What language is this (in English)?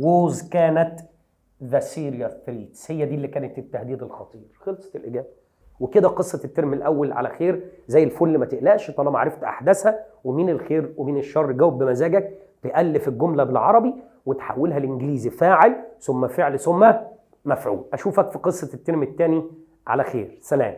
Egyptian Arabic